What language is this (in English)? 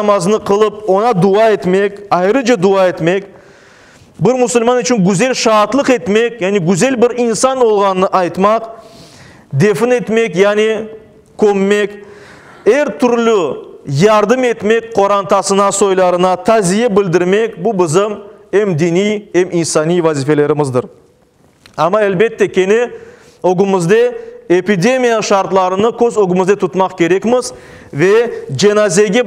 Crimean Tatar